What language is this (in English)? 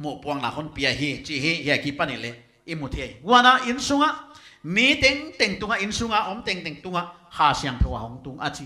Paite Chin